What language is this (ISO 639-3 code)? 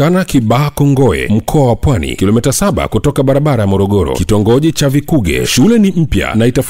swa